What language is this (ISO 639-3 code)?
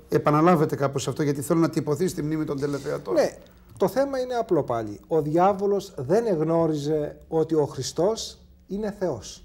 ell